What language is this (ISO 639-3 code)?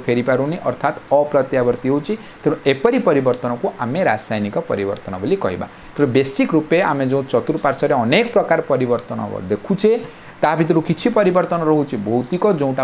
ori